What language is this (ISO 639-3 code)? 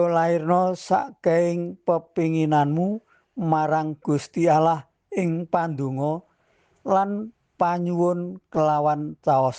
jav